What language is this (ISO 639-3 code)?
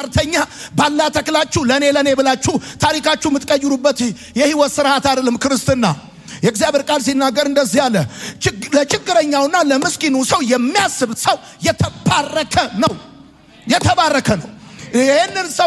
amh